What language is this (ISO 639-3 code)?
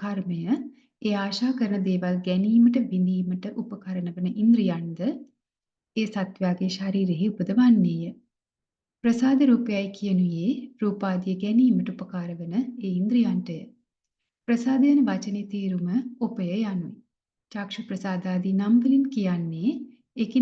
sin